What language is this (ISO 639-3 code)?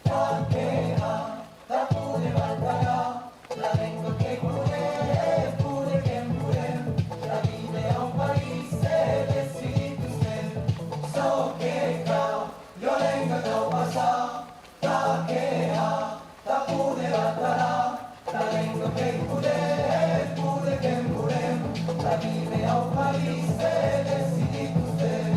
oci